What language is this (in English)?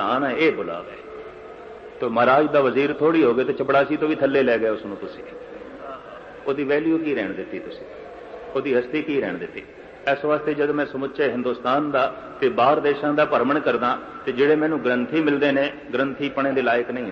Punjabi